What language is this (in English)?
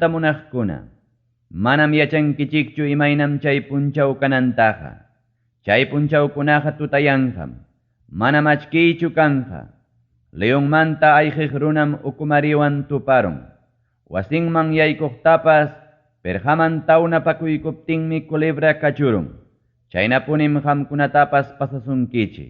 Ayacucho Quechua